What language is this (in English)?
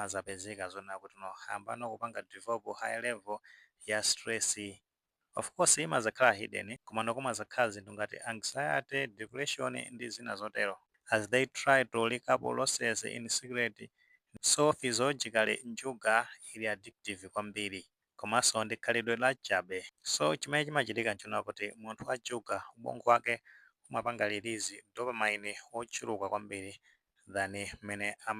Nyanja